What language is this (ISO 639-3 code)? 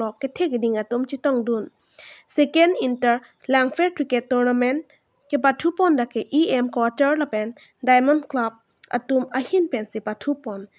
mjw